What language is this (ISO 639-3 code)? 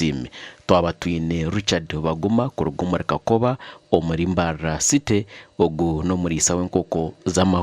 nyn